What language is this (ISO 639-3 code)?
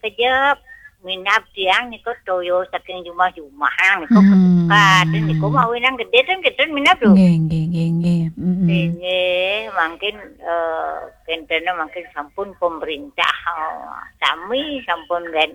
ban